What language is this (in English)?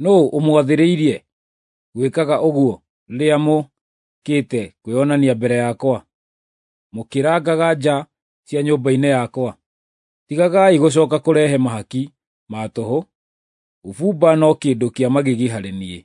Kikuyu